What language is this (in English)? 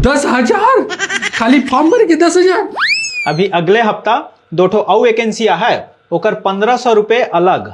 Chhattisgarhi